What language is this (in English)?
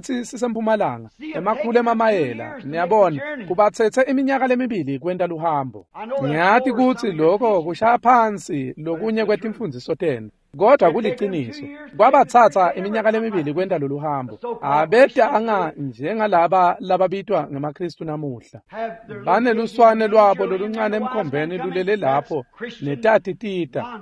Swati